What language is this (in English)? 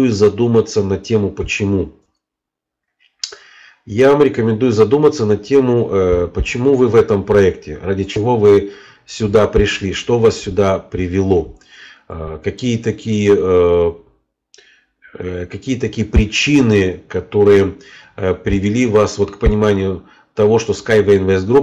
Russian